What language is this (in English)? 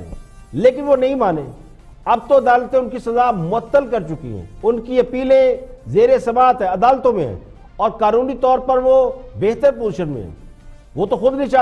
Urdu